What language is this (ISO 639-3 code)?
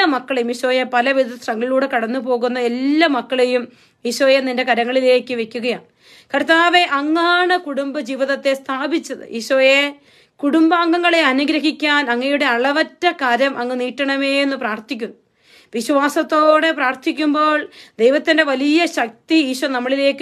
mal